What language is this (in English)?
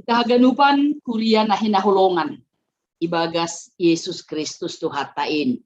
Batak Simalungun